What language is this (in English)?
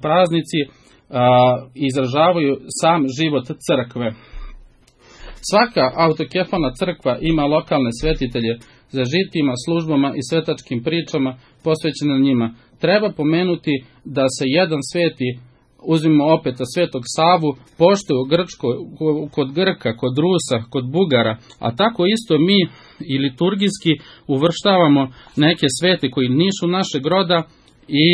Serbian